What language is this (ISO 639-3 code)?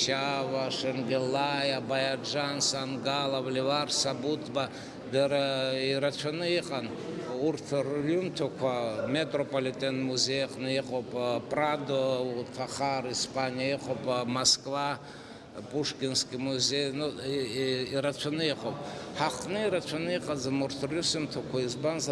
abk